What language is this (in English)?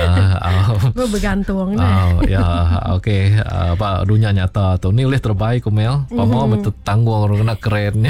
Iban